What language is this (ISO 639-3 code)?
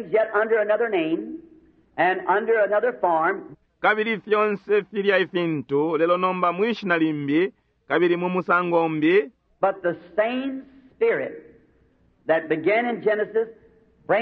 bem